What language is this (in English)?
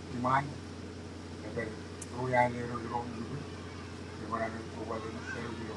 Marshallese